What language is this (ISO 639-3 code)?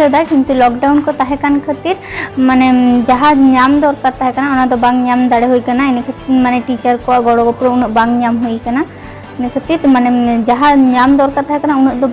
sat